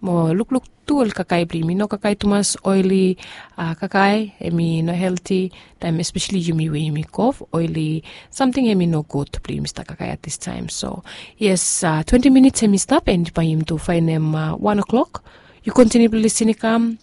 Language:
Bislama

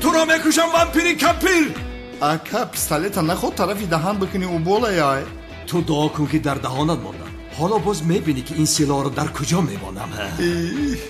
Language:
Tajik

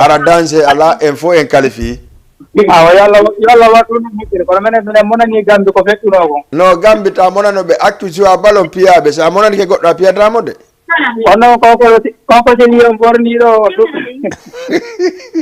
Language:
Fula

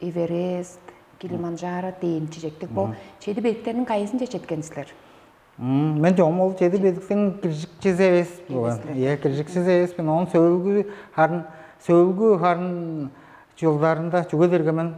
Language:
Tuvinian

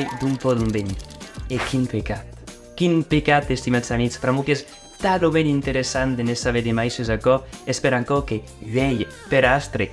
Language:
Occitan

